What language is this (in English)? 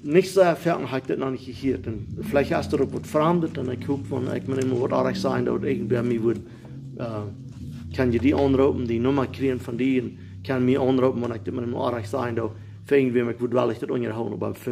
Plautdietsch